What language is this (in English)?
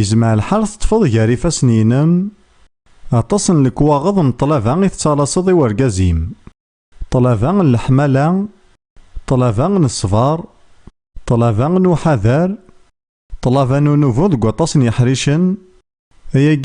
Kabyle